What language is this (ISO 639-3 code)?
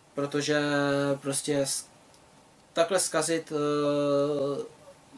ces